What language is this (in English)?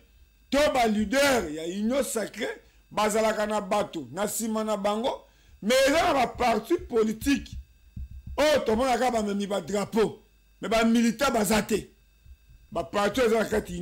Lingala